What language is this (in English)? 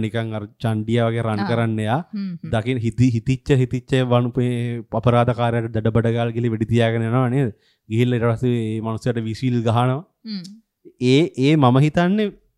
Sinhala